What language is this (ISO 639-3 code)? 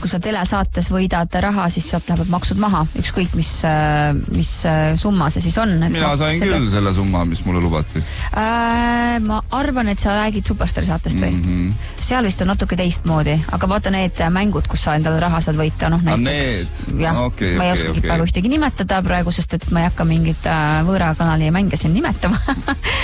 est